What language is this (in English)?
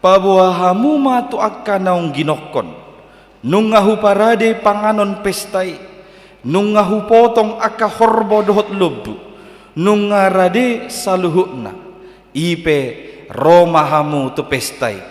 Batak Toba